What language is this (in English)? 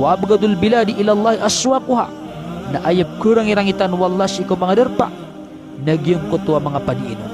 Maranao